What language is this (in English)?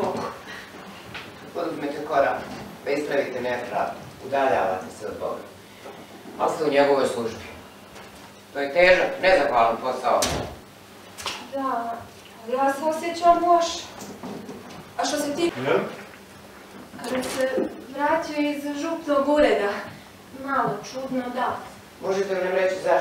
Croatian